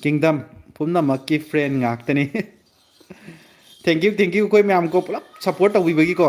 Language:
Manipuri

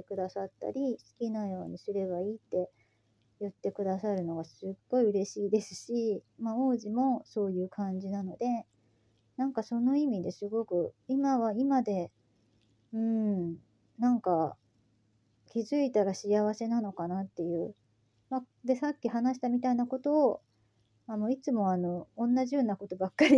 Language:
Japanese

